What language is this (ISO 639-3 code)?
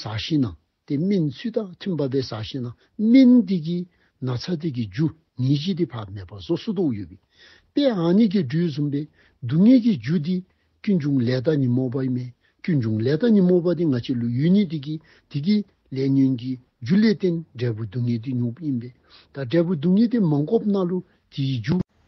dzo